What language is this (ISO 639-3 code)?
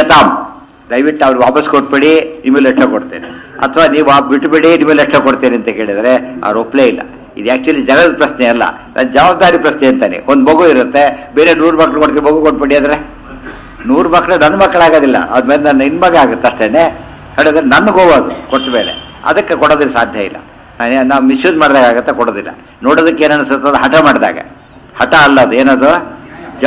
kan